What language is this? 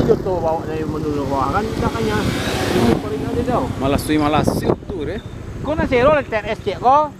Minangkabau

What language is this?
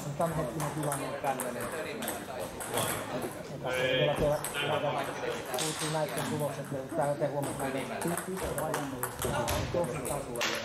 Finnish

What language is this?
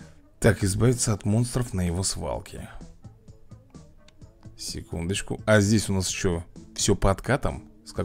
Russian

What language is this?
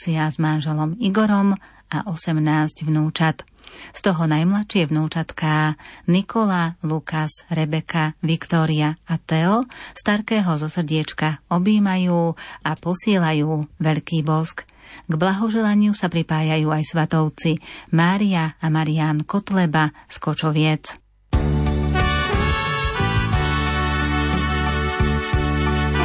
Slovak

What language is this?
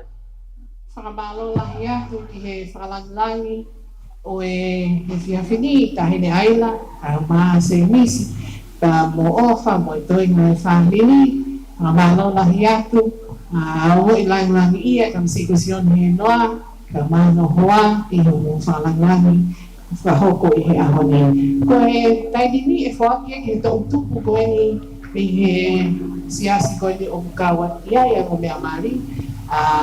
Tongan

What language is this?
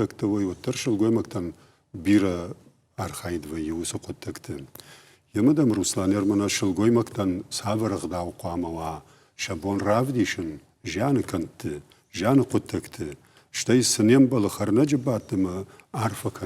Ossetic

